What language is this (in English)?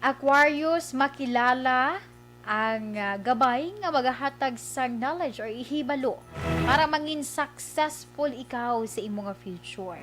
Hiligaynon